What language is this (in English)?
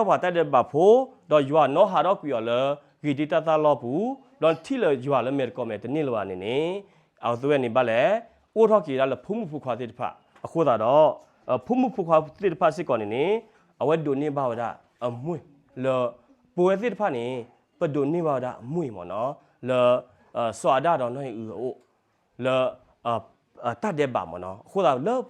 S'gaw Karen